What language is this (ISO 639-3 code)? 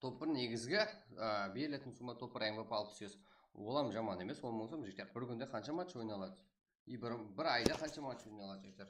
kaa